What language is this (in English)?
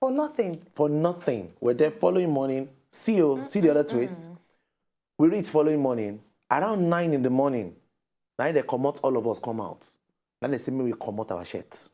Nigerian Pidgin